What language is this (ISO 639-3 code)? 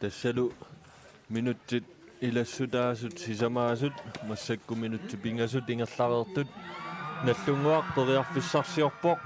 kal